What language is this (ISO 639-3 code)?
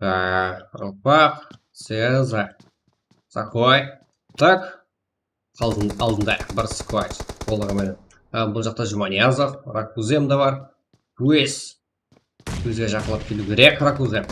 kaa